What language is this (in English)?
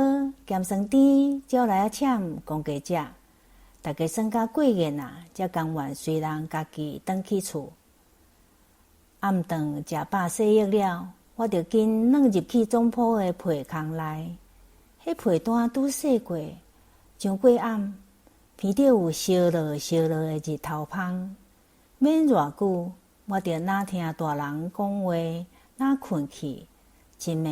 Min Nan Chinese